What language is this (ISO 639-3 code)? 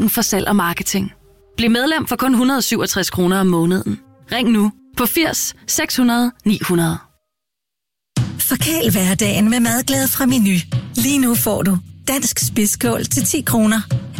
dan